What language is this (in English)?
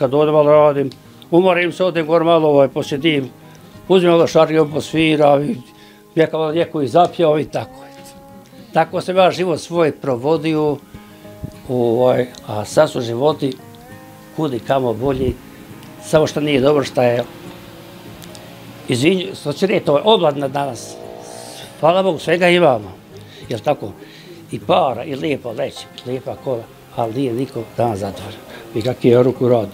Bosnian